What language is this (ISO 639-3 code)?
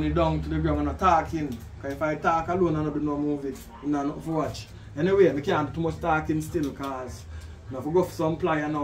jam